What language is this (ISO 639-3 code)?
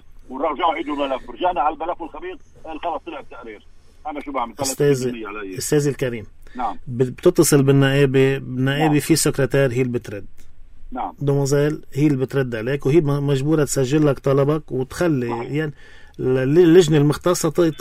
apc